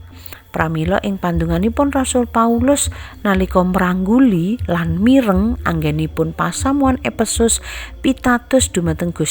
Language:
Javanese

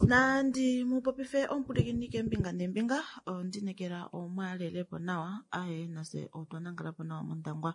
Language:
Kuanyama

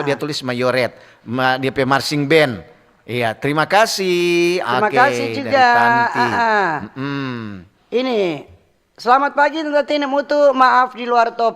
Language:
Manado Malay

